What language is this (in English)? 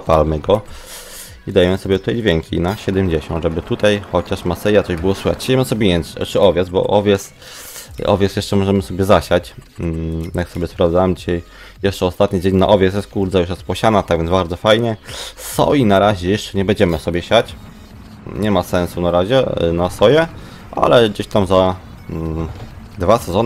Polish